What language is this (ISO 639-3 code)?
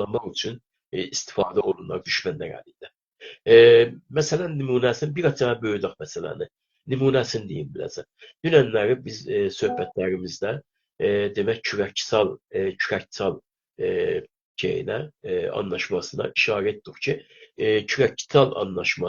azb